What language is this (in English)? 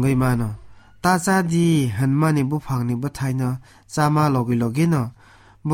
Kok Borok